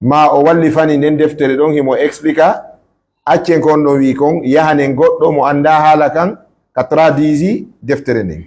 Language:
Fula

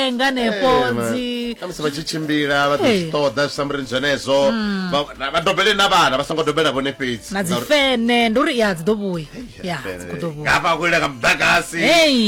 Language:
Venda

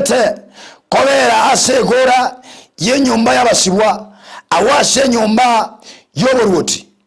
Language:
Gusii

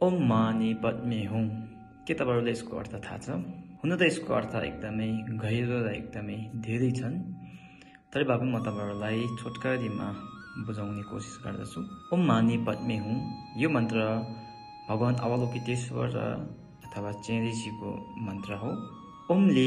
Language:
Nepali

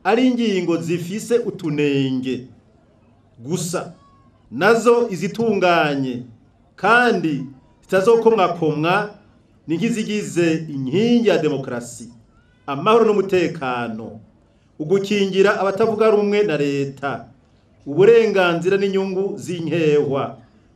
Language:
Rundi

